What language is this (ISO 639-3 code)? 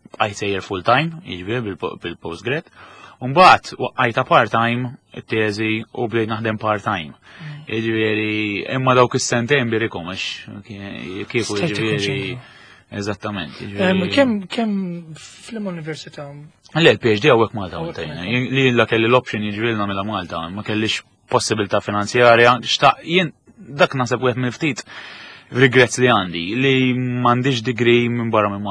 mlt